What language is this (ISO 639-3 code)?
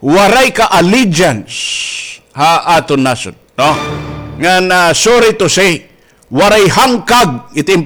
war